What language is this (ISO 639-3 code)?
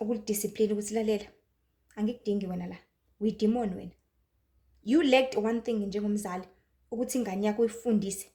zul